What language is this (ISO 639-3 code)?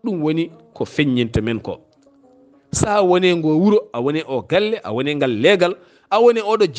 ful